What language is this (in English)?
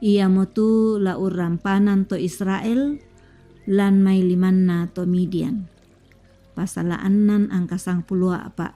Toraja-Sa'dan